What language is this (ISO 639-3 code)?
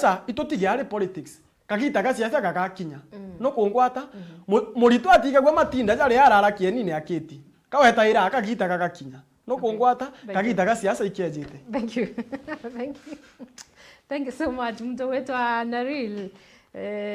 mer